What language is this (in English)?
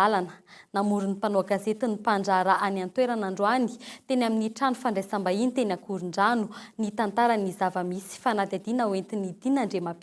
Malagasy